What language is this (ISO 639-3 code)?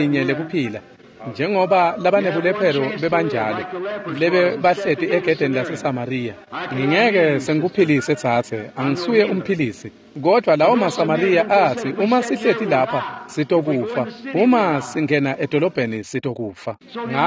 ssw